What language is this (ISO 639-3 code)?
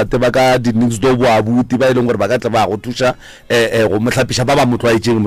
nso